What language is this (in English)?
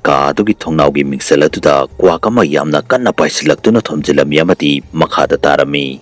Manipuri